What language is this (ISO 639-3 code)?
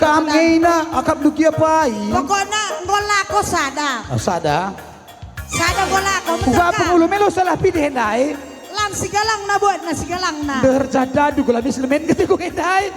btx